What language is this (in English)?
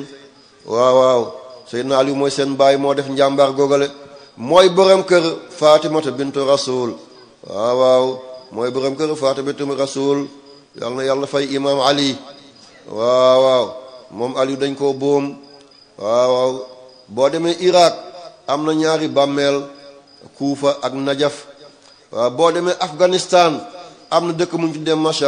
Wolof